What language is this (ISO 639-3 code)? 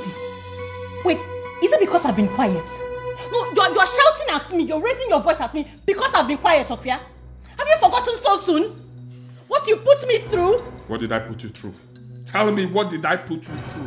pcm